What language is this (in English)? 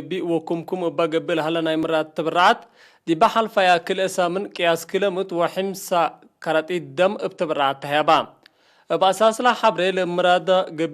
Tigre